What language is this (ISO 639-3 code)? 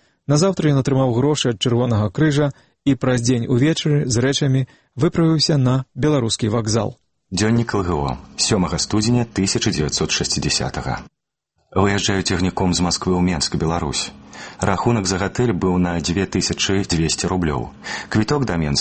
bel